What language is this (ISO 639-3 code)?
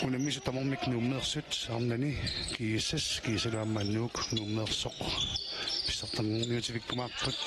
kal